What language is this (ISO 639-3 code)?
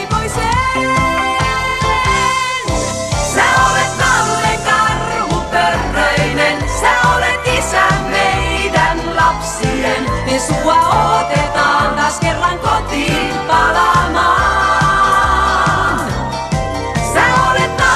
fin